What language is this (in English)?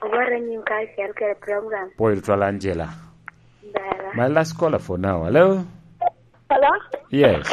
Lango (Uganda)